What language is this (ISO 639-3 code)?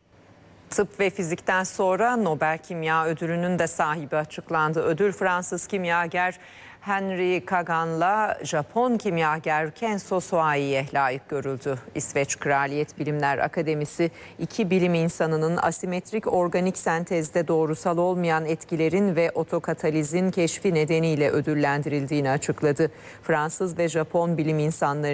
tur